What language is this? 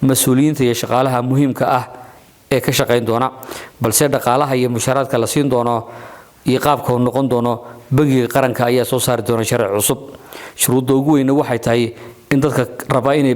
Somali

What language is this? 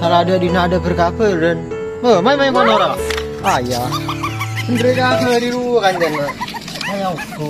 Madurese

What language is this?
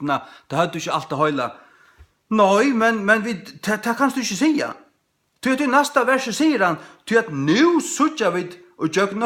Faroese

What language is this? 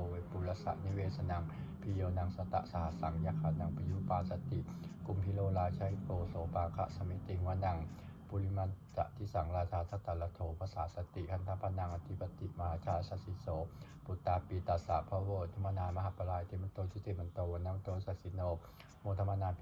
Pali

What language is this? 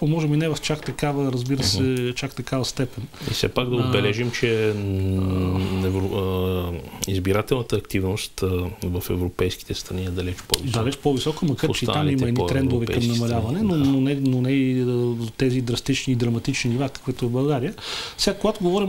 Bulgarian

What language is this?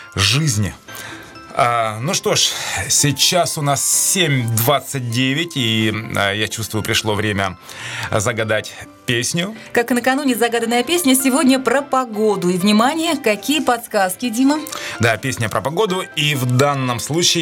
Russian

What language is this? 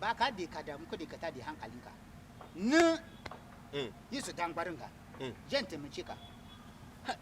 Hausa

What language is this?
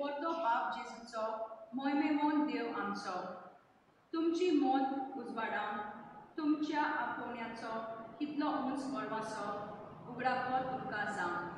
Konkani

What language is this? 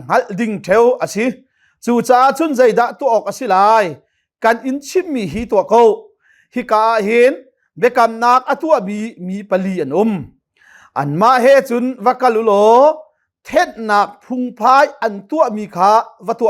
Hakha Chin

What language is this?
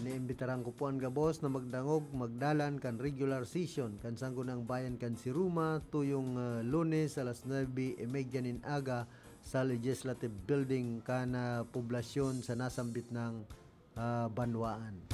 Bikol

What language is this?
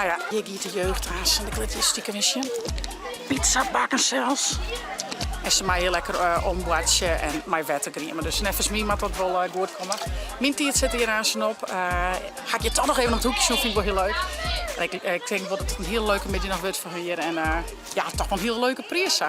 Western Frisian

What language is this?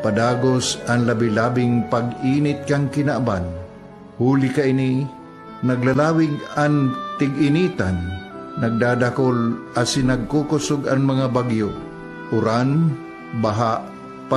Bikol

